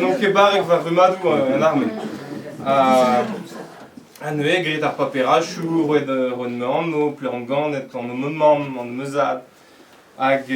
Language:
Breton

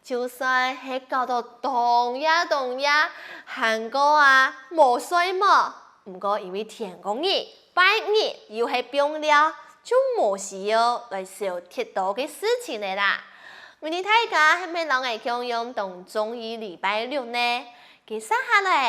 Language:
Hakka Chinese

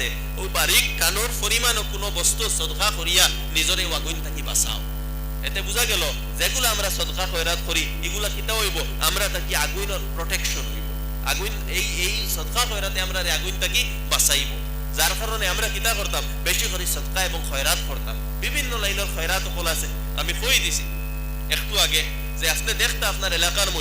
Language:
Sylheti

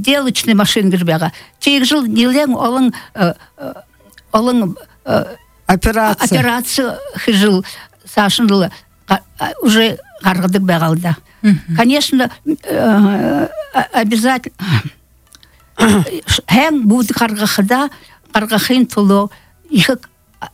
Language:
Buriat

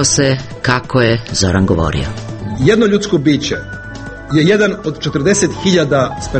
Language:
Serbian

